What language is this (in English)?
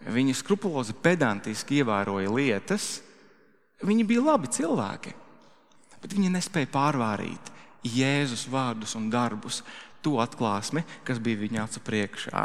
Latvian